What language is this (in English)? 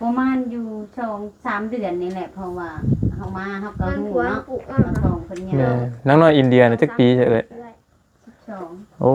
Lao